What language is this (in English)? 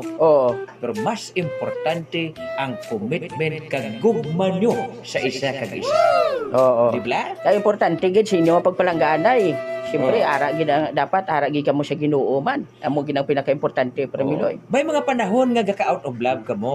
Hiligaynon